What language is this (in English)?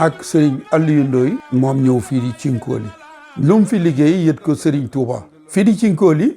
Wolof